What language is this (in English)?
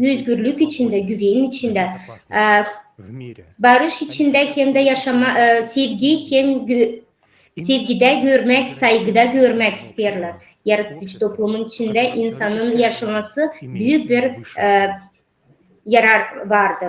Gagauz